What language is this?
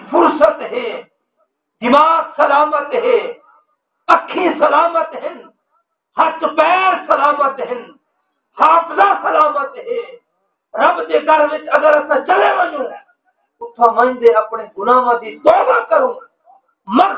Saraiki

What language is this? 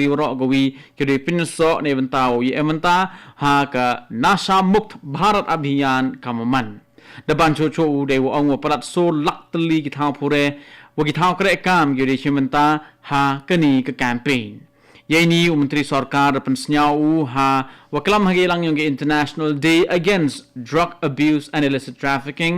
Khasi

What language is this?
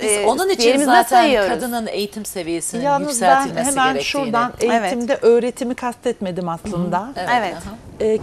Turkish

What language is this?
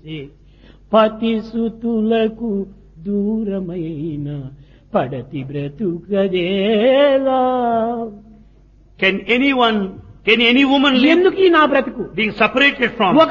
Telugu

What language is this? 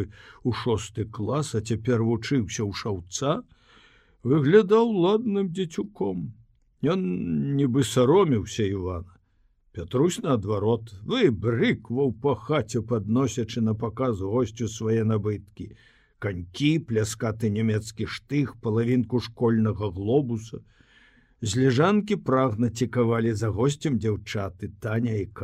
Belarusian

